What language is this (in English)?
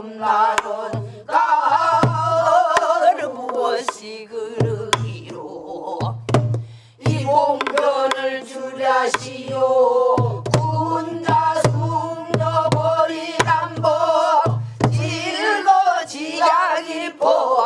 Korean